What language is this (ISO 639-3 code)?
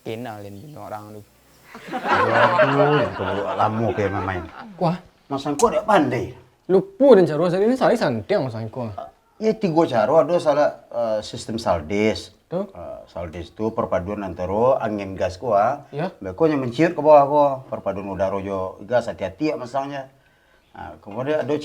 min